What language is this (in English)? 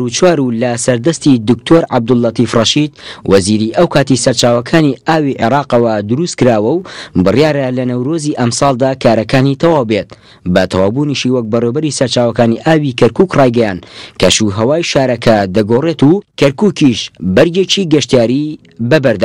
Central Kurdish